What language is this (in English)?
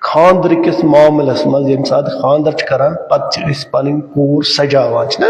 Kashmiri